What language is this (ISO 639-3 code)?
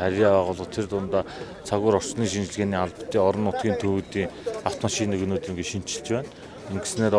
mon